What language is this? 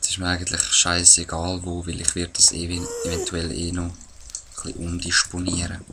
Swiss German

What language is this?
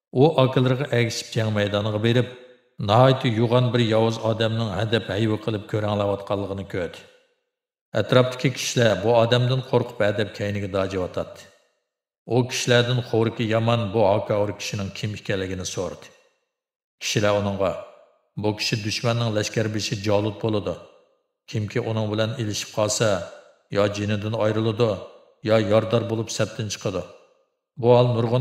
Uyghur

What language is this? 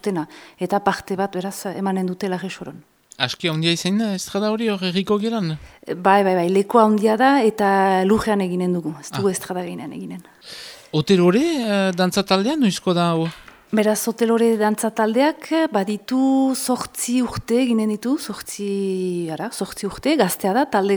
Basque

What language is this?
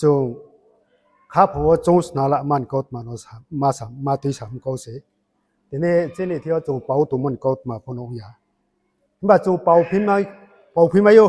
Riang (India)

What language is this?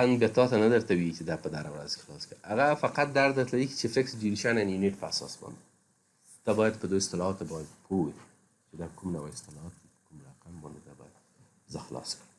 Pashto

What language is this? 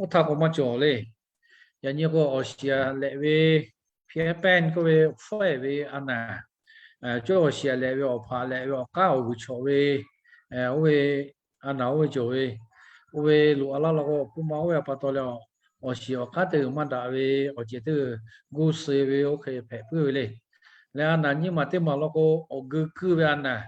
Lahu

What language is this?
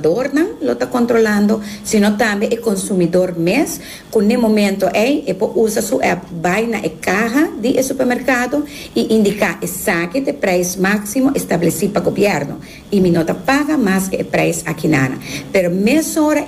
Papiamento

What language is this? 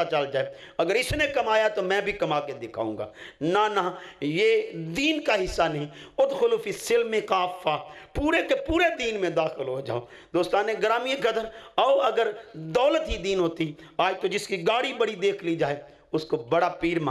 Urdu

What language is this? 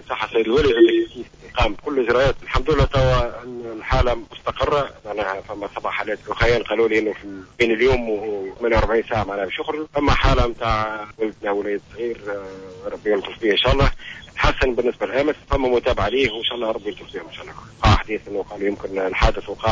Tunisian Arabic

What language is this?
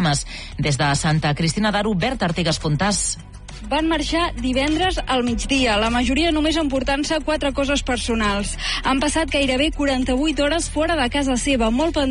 Catalan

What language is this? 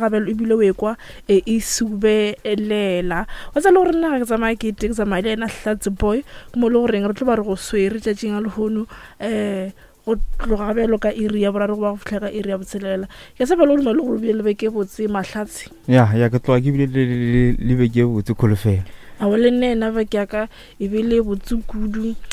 Northern Sotho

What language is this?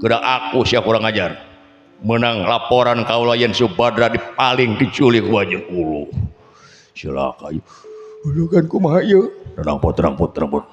Sundanese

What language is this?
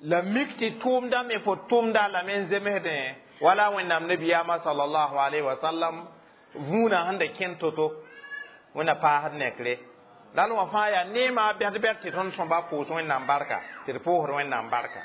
Mossi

